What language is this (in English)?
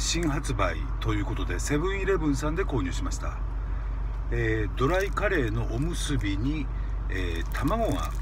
Japanese